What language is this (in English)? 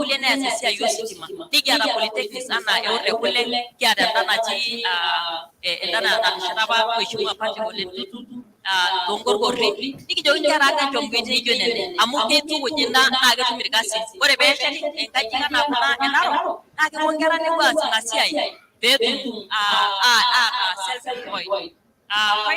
Masai